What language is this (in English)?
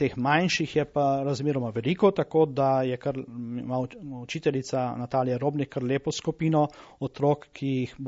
Slovenian